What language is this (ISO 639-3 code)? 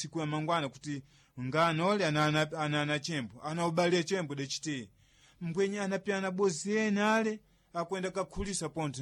seh